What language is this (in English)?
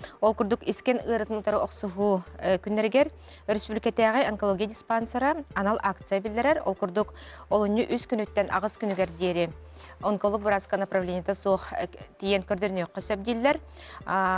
Yakut